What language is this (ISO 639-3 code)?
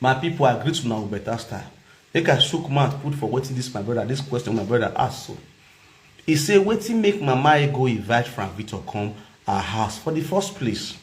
pcm